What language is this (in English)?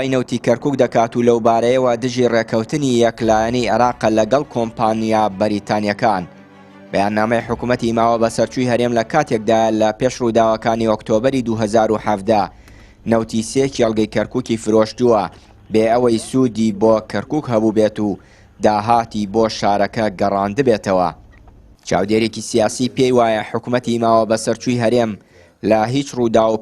Central Kurdish